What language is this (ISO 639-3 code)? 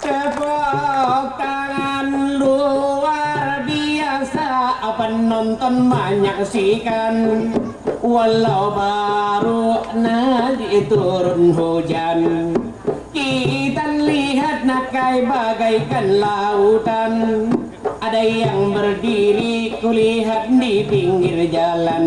bjn